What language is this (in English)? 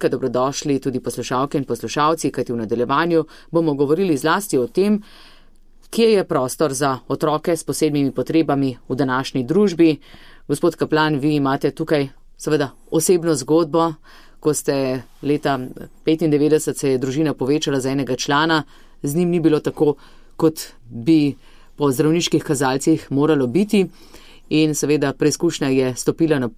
Slovenian